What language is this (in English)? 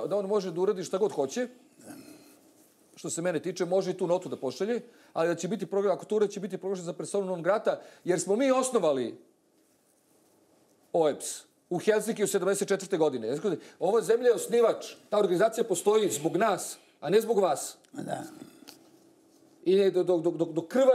Serbian